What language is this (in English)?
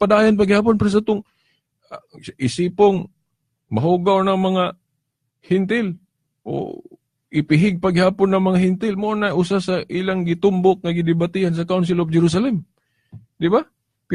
Cebuano